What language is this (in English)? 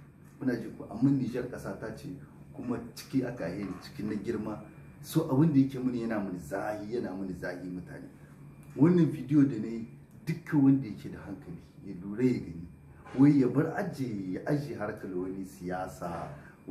Hausa